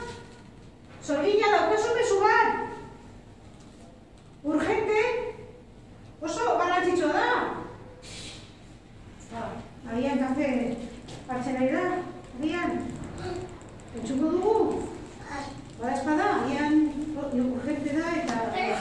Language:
Basque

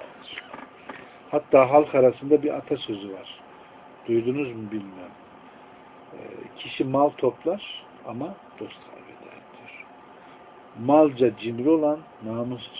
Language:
Turkish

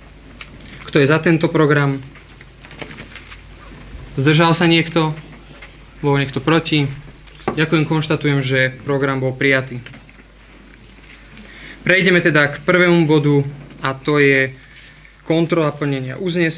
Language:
Slovak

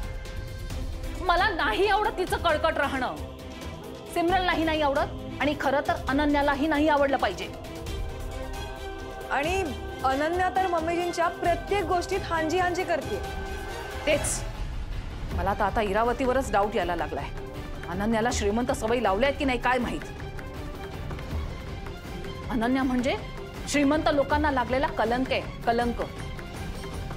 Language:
Marathi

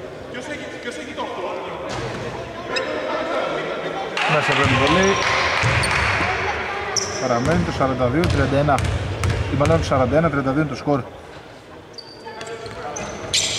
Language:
Greek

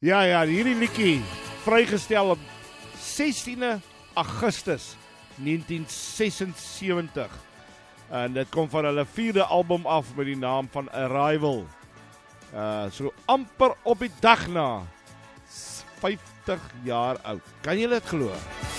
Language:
Afrikaans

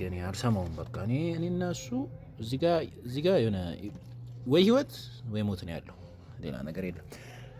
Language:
Amharic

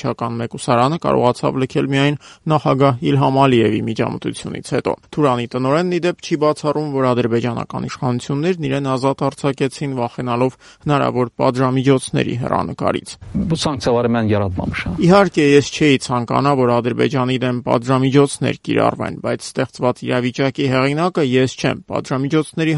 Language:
Armenian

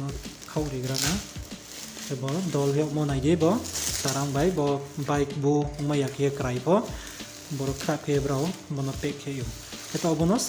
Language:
Riang (India)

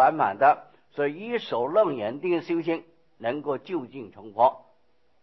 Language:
Chinese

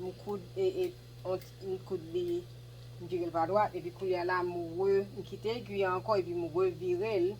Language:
Haitian Creole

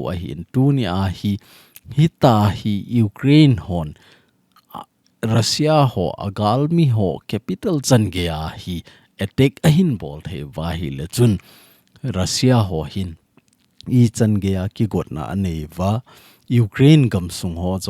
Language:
Thado Chin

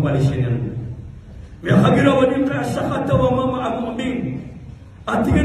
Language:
Maranao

